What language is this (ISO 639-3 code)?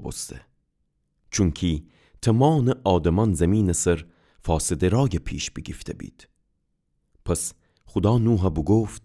glk